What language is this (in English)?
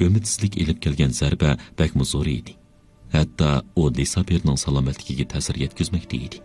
Uyghur